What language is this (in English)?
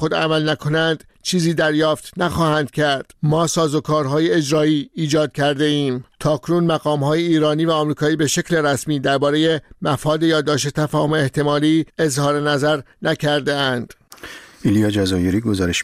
Persian